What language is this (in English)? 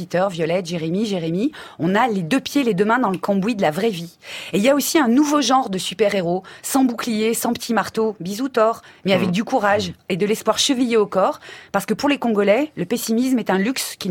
French